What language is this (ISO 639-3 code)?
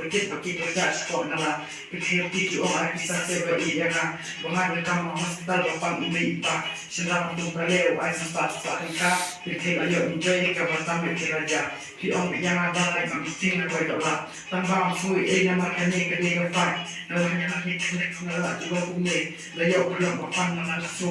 kha